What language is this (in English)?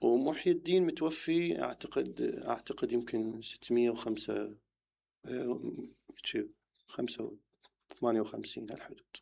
Mesopotamian Arabic